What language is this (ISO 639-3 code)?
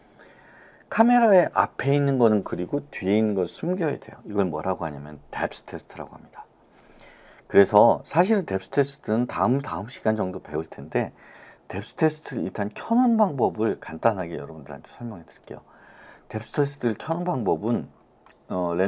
kor